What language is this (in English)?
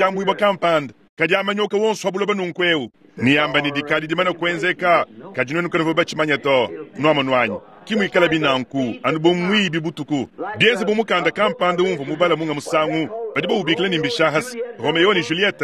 Luba-Lulua